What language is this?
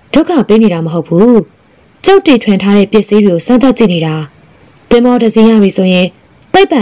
Burmese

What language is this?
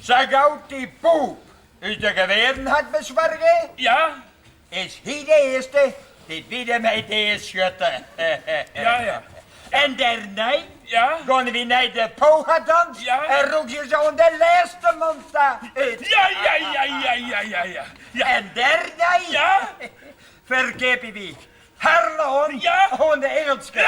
Western Frisian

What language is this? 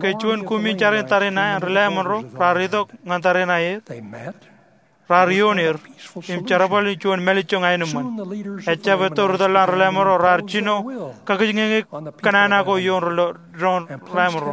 Marshallese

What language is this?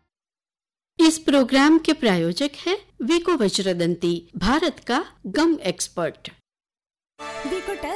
Hindi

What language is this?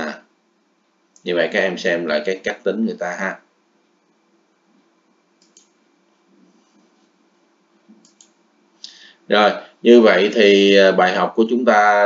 Vietnamese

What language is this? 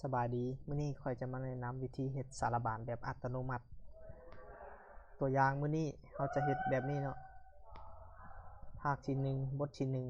Lao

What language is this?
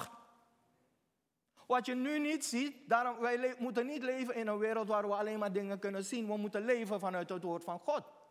Dutch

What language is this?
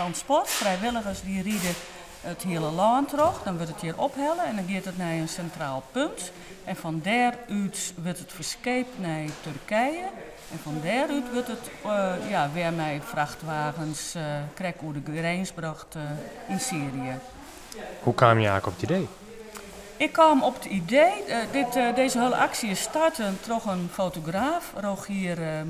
Western Frisian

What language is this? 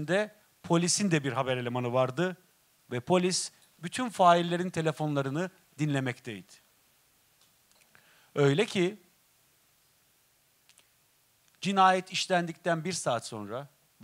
Turkish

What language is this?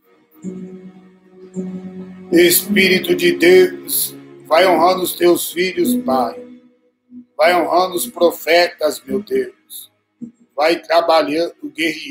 Portuguese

